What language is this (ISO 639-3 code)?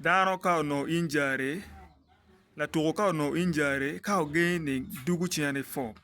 ach